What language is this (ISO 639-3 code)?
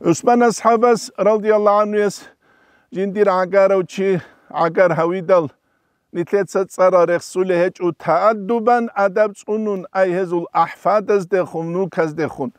ava